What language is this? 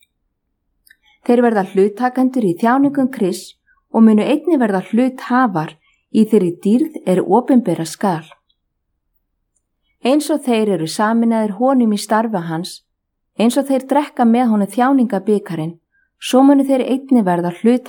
Icelandic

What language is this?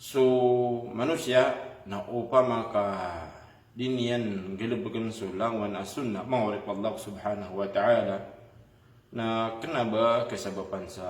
Maranao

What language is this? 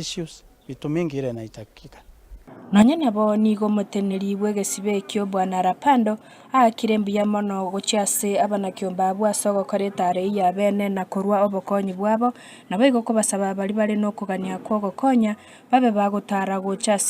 Gusii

